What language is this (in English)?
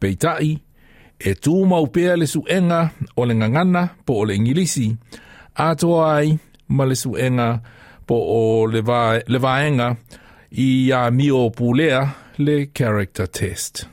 Samoan